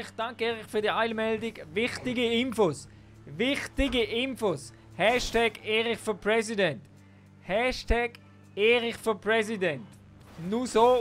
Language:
Swiss German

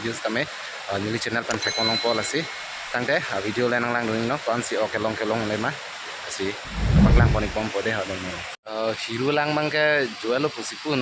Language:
Karbi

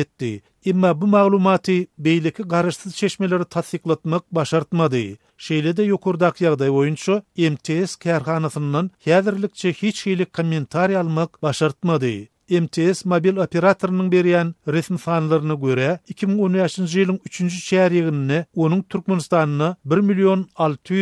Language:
Turkmen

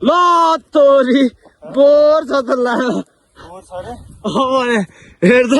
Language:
Nepali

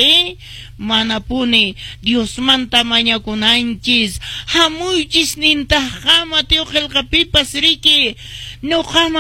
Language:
Quechua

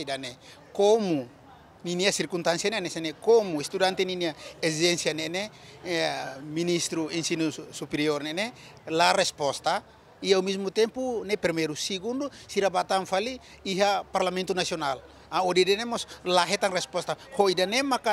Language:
Tetum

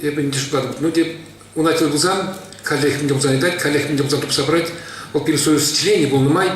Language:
Chuvash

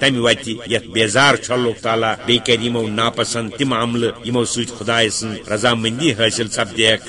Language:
Kashmiri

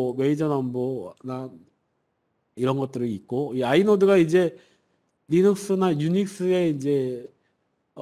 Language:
Korean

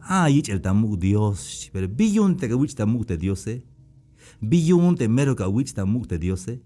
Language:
Tzeltal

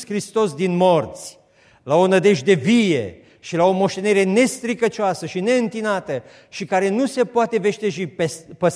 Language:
Romanian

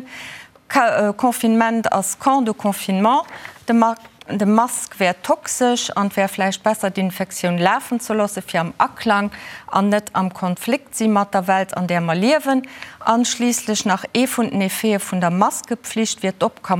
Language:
Luxembourgish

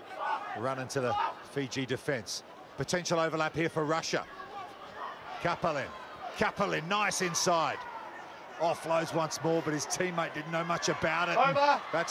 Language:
English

